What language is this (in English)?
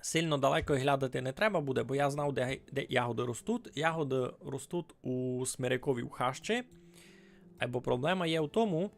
Rusyn